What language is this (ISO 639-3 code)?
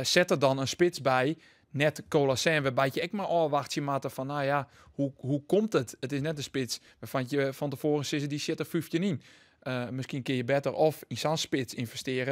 fry